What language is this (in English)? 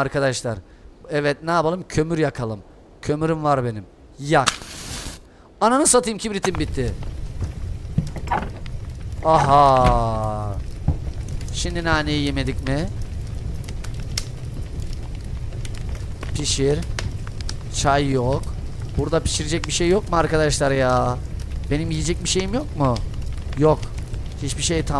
Turkish